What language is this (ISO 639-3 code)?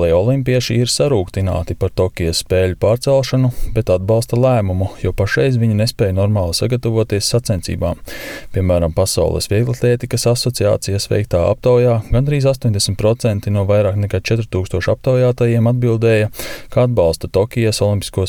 lav